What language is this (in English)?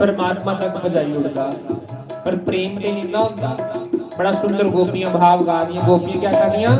Dogri